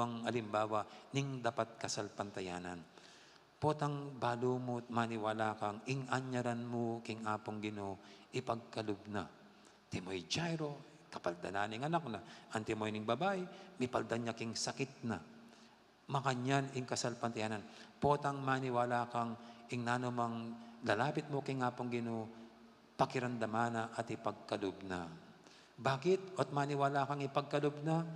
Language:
Pampanga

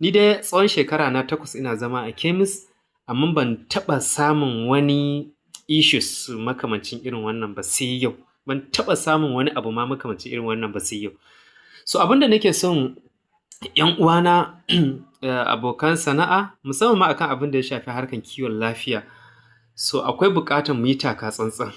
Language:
Hausa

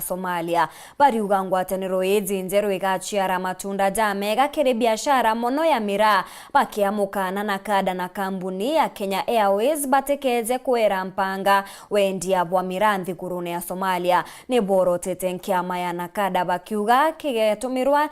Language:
Meru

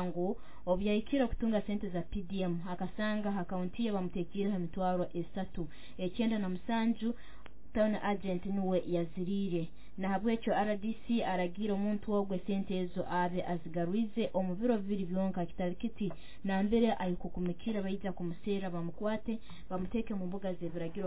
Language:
Nyoro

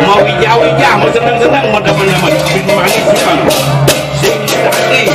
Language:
Balinese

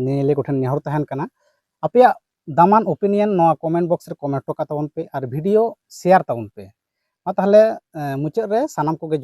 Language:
Santali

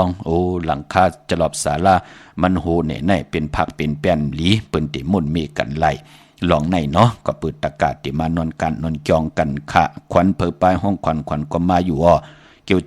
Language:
Shan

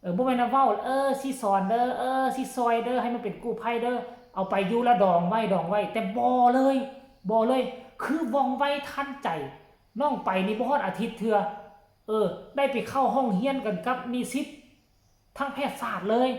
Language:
Lao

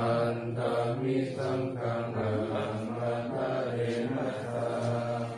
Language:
Pali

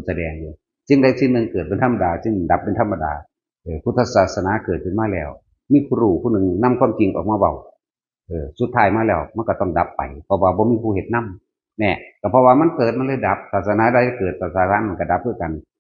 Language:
Northeastern Thai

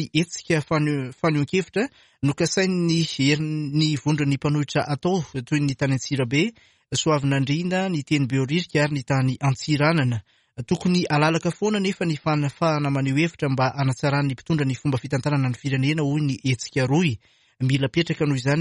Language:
Malagasy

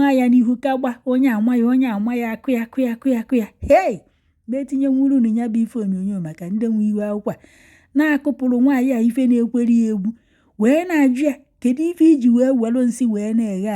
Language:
Igbo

